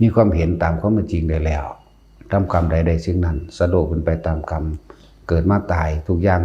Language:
Lao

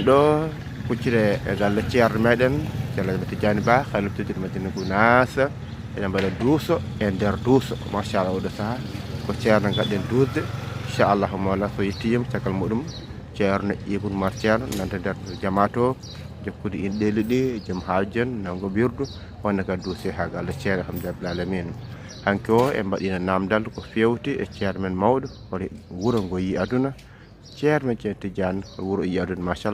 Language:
Fula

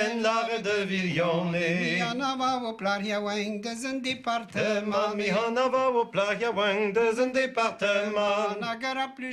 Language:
Breton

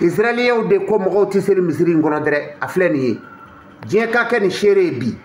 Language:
Bambara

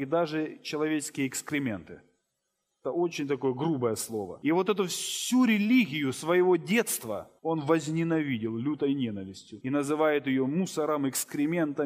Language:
Russian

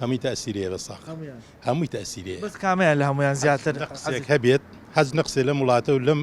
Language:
Central Kurdish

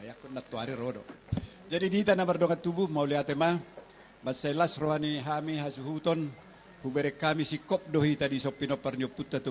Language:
Batak Toba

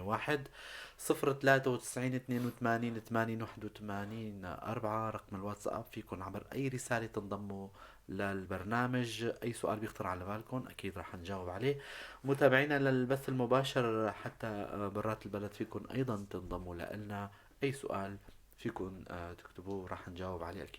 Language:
North Levantine Arabic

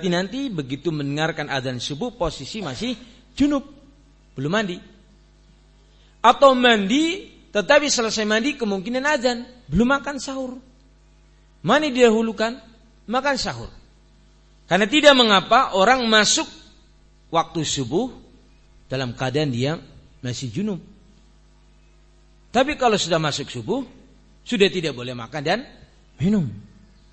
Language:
Indonesian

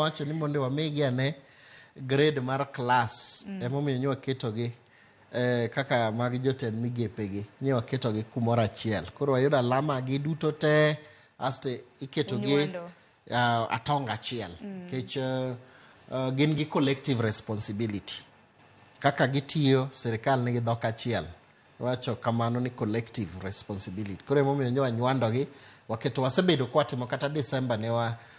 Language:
Luo (Kenya and Tanzania)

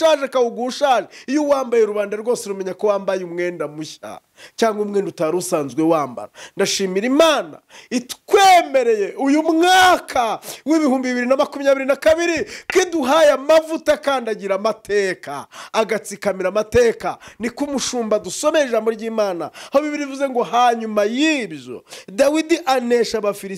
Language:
Kinyarwanda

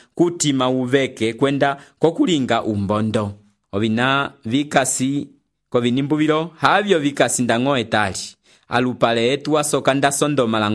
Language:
Umbundu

